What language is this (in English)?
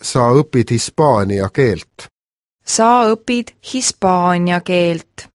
Estonian